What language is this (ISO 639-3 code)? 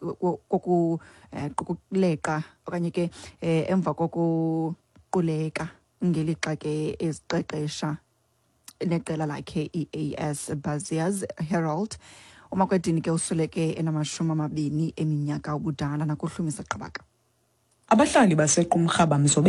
xho